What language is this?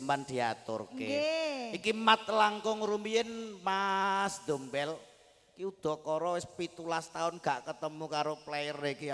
Javanese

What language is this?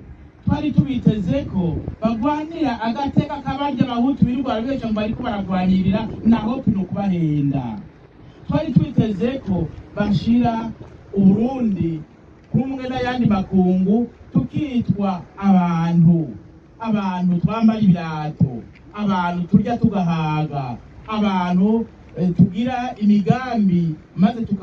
Rundi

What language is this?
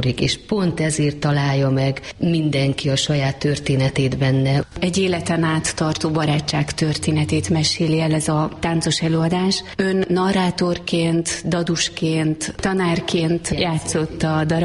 Hungarian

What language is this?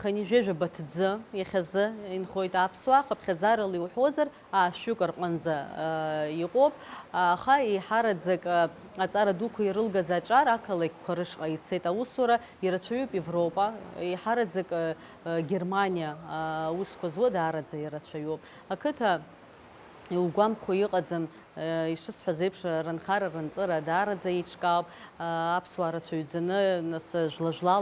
Abkhazian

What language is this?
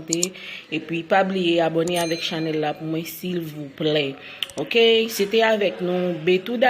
Haitian Creole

